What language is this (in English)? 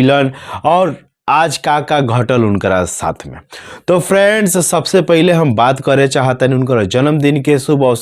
Bhojpuri